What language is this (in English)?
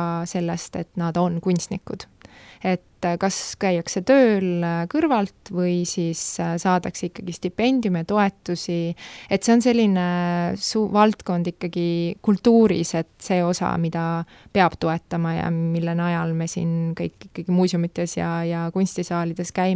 Estonian